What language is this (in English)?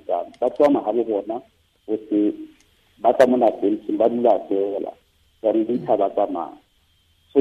Southern Sotho